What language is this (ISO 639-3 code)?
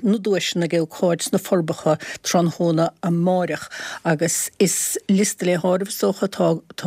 gle